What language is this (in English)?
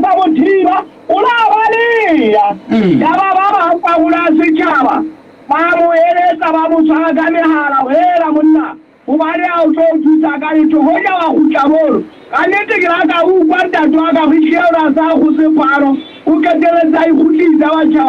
Southern Sotho